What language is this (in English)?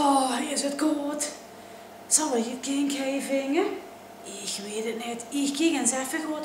Limburgish